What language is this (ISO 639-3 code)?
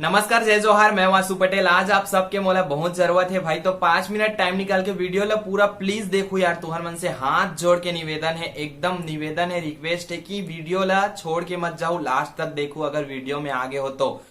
hne